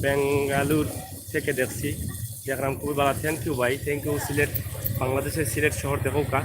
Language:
Sylheti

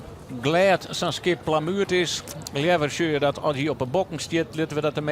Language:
Western Frisian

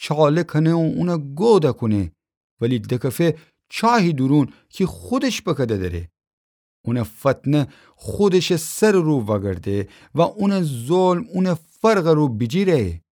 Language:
Gilaki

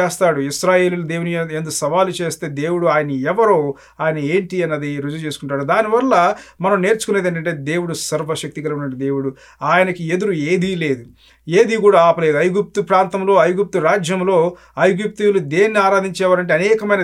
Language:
Telugu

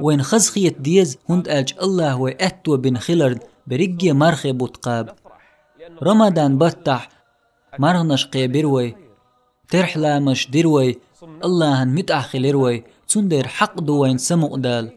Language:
Chechen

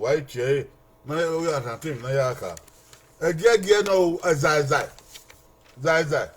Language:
Bini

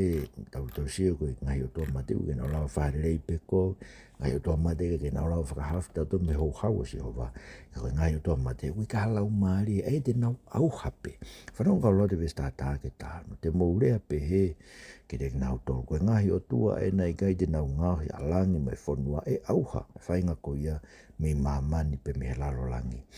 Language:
Tongan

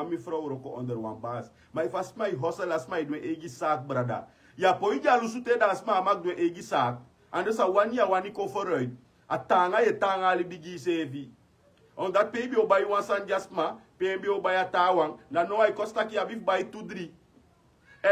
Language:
Sranan Tongo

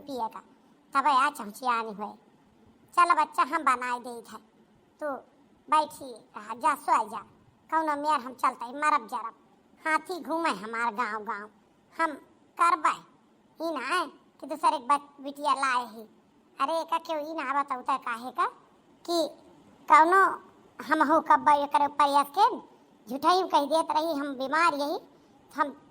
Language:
Awadhi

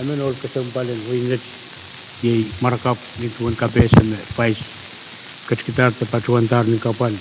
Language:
Pohnpeian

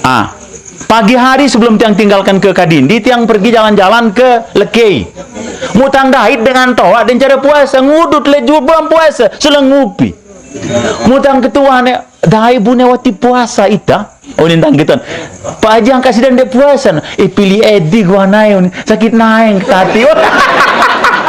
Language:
Sasak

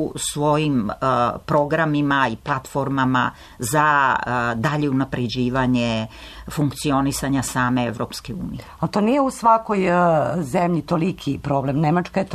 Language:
Serbian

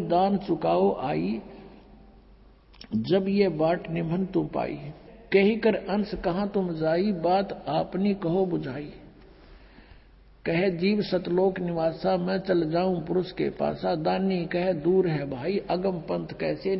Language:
Hindi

